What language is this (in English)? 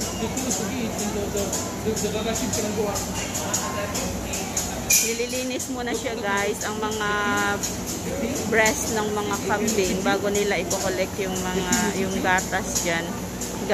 Filipino